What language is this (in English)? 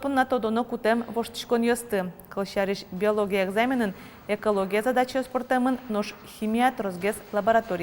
Udmurt